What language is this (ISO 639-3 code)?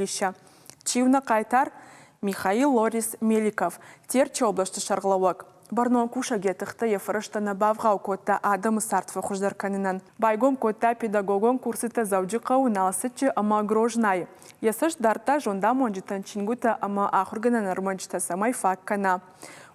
oss